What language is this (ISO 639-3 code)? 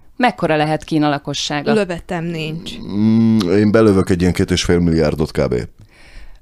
hun